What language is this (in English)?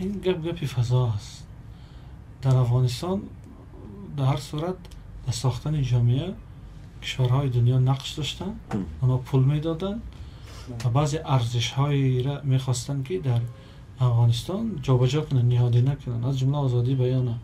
Tajik